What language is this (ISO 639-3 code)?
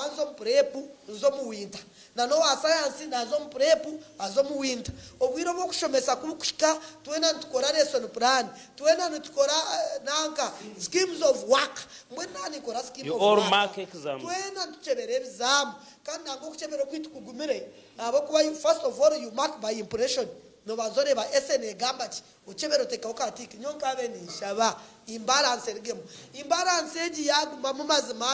nyn